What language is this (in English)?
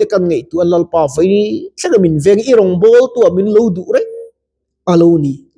Mizo